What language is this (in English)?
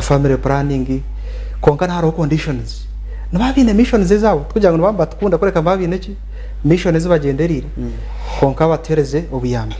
Nyankole